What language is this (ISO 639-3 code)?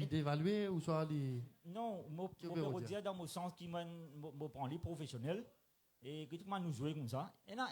mfe